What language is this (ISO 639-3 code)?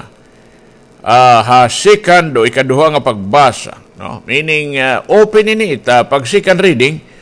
war